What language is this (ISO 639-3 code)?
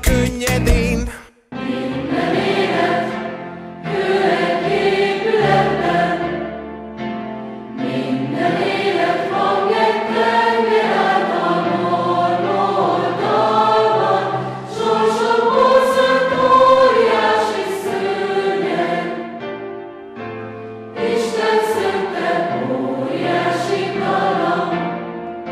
hun